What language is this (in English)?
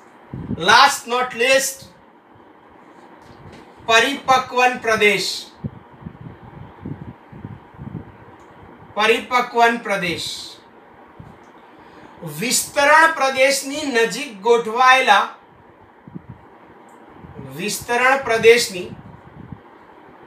Gujarati